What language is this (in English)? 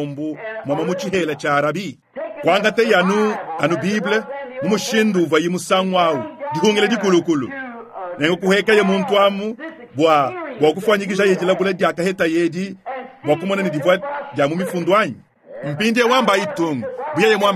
Luba-Lulua